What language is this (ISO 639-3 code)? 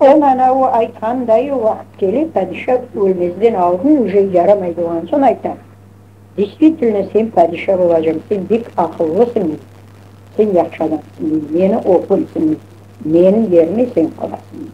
crh